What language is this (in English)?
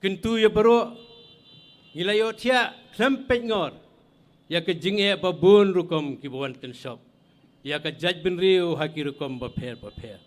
Khasi